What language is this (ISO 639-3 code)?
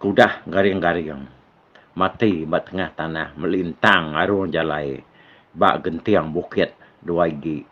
iba